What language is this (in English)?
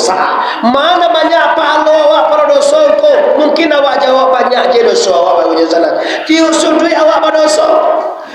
Minangkabau